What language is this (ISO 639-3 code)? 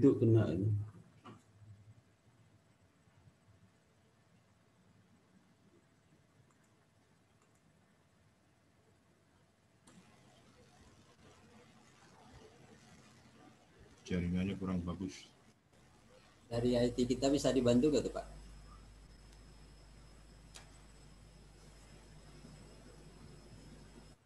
ind